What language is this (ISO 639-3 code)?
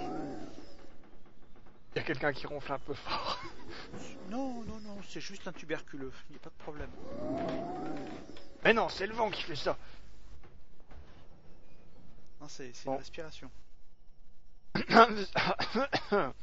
fra